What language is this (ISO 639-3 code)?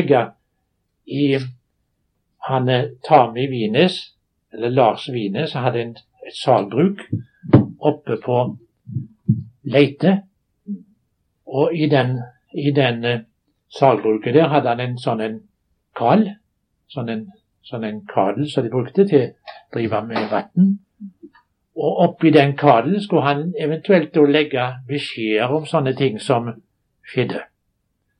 nor